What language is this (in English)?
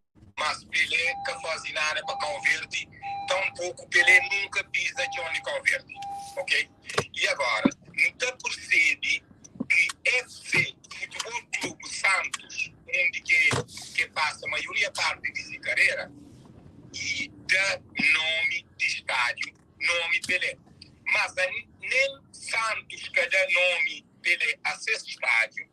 Kabuverdianu